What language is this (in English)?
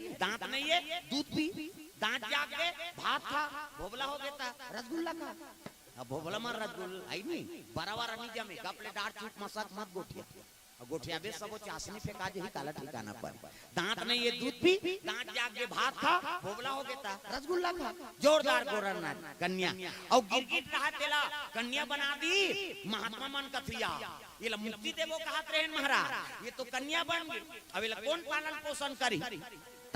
Chhattisgarhi